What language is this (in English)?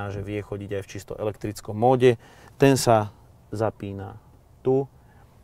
Slovak